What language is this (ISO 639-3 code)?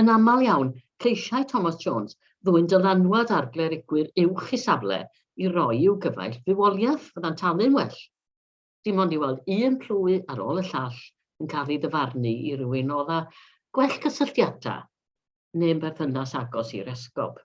cym